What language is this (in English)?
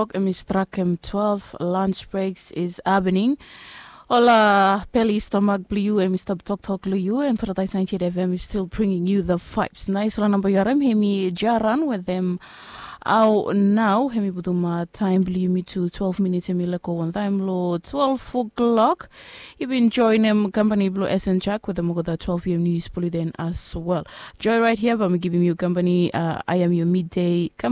Bislama